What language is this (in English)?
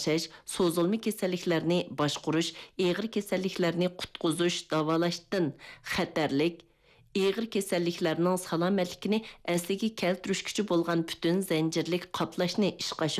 Uyghur